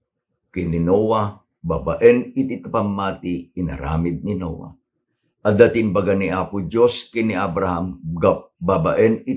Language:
Iloko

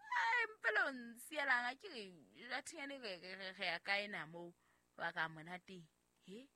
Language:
Southern Sotho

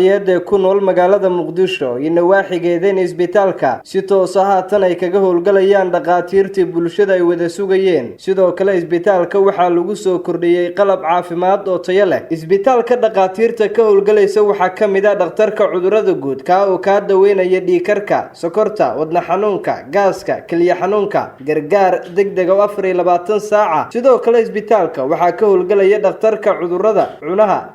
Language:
Somali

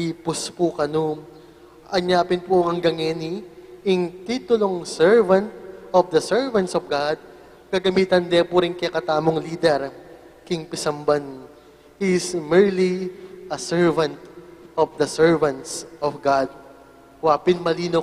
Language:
Pampanga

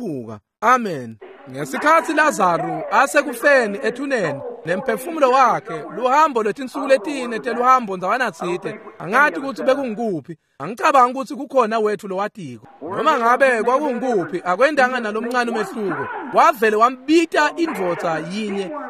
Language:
Swati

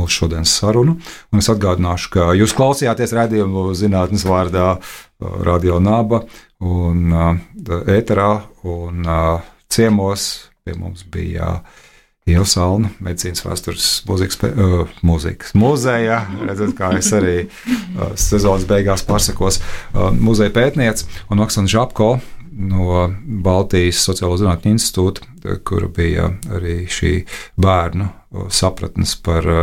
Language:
Latvian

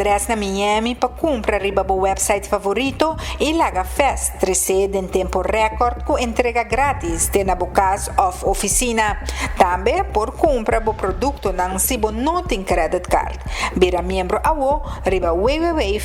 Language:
Papiamento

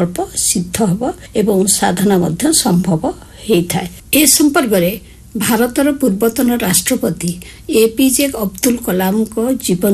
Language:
Odia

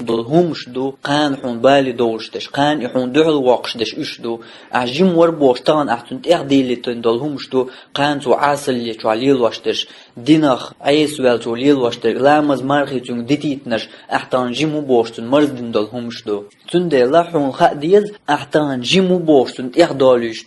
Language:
Chechen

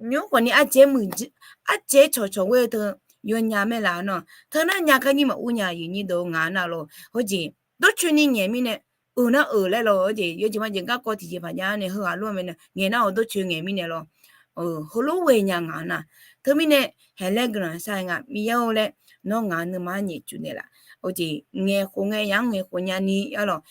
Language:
Akha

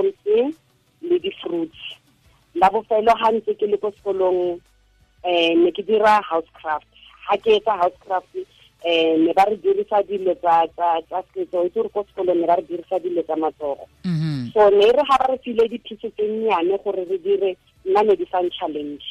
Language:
Tswana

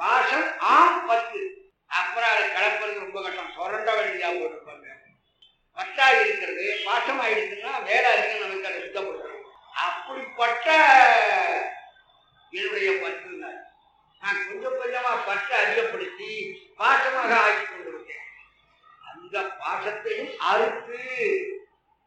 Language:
Tamil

